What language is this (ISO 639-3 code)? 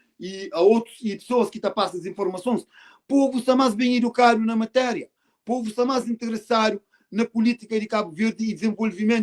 kea